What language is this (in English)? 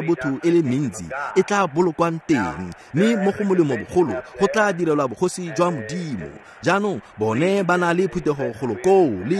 Tswana